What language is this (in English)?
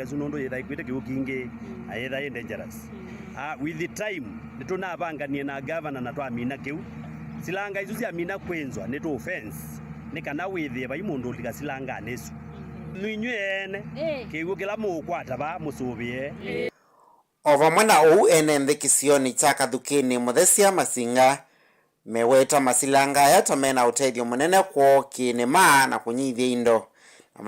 Kamba